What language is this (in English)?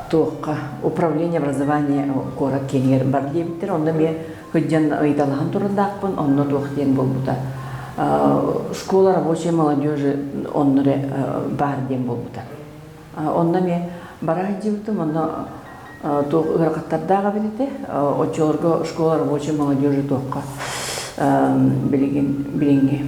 Yakut